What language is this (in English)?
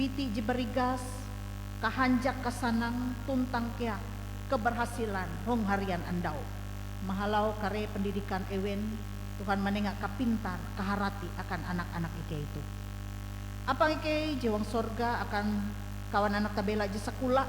Ngaju